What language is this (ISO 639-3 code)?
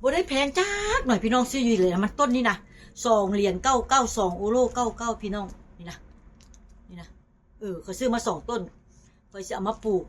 tts